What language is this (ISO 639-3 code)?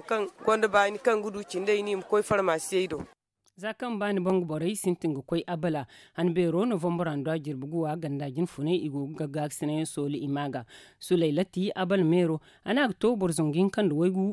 dje